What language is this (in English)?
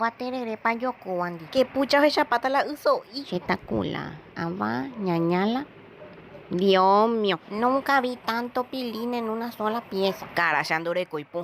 Guarani